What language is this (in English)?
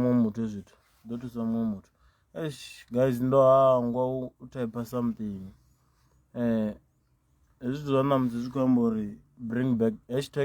Venda